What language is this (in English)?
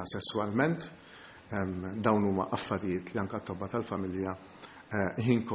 Maltese